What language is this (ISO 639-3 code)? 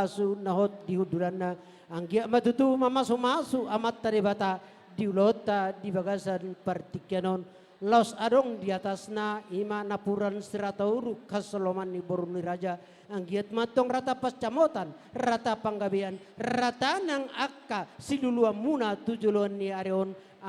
bbc